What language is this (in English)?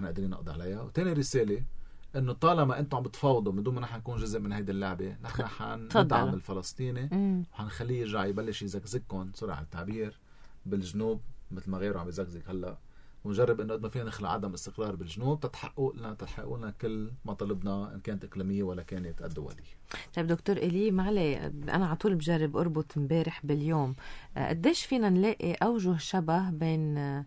North Levantine Arabic